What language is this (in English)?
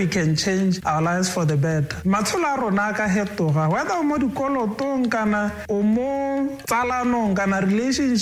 Tswana